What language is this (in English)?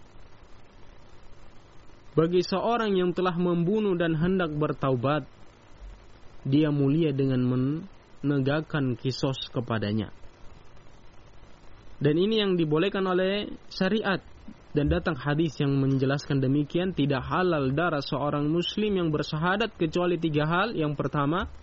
Indonesian